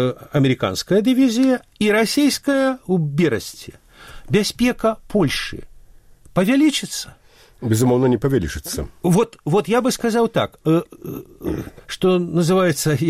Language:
Belarusian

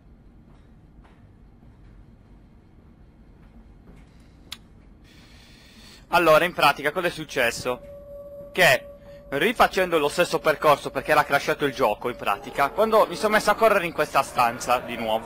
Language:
Italian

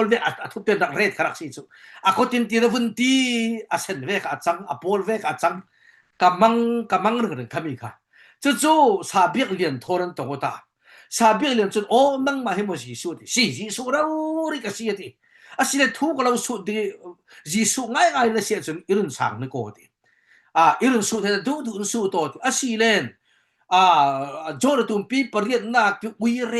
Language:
Falam Chin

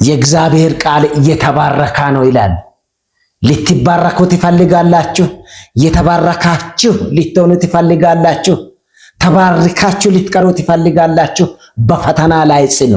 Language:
Amharic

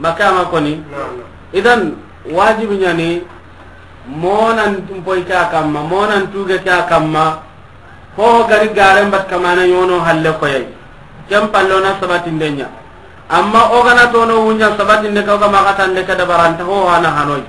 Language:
Soninke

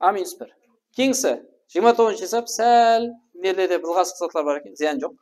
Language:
Kara-Kalpak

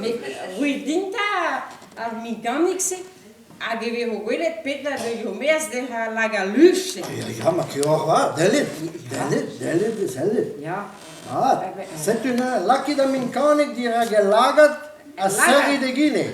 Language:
Breton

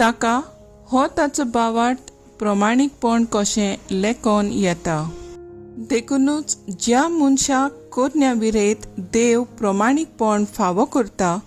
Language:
Konkani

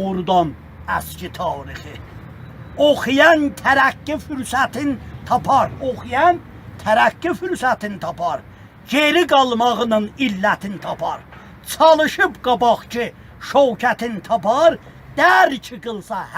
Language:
South Azerbaijani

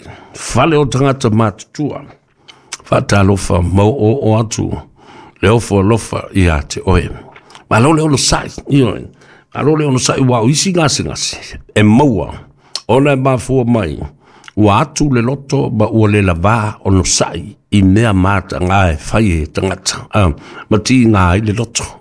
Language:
Samoan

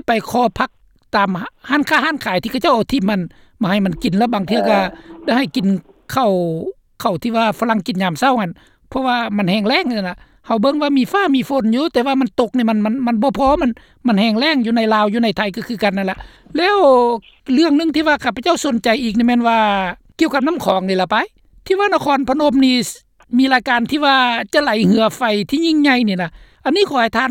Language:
Lao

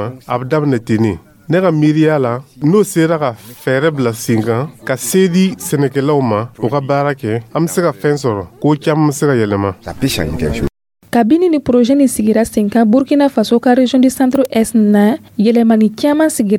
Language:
Dyula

